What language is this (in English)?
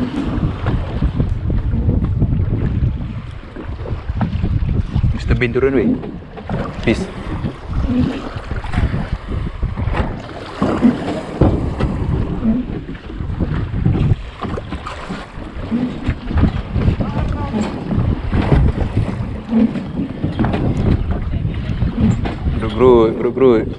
Malay